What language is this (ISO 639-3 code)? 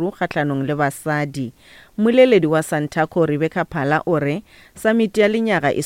nso